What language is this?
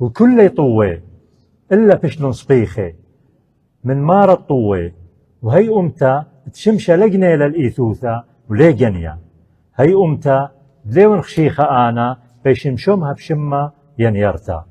Assyrian Neo-Aramaic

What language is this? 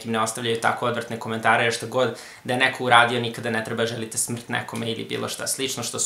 Serbian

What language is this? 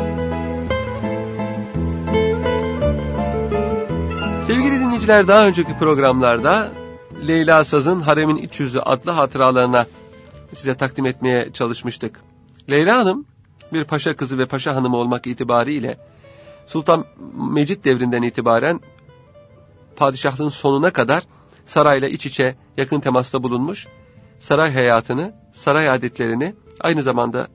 Turkish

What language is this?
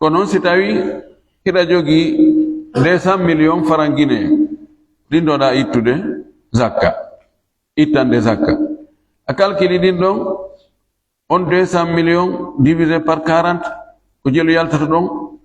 Fula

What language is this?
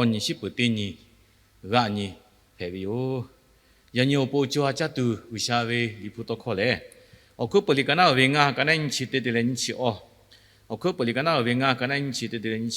Lahu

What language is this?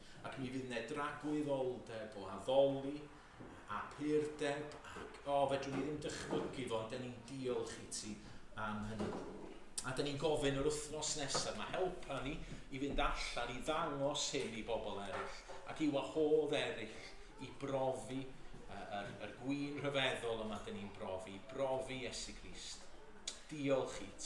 Welsh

